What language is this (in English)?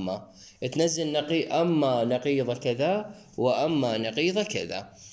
Mesopotamian Arabic